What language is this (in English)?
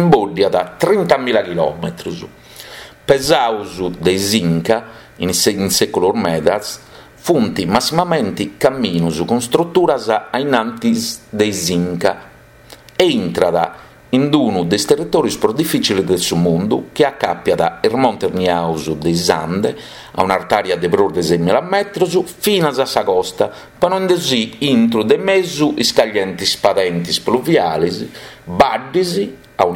Sardinian